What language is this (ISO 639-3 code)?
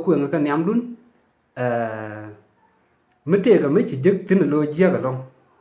nus